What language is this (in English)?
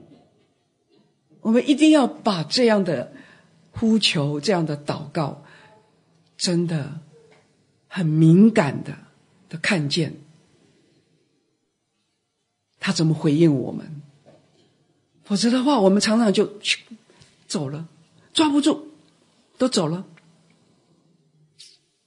Chinese